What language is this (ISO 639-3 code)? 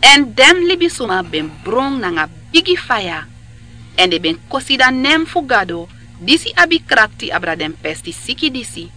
srn